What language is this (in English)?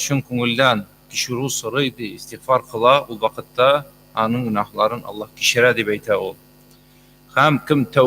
Tatar